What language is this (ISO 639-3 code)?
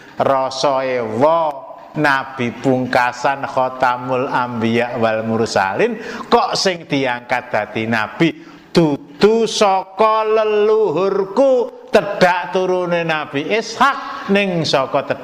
jav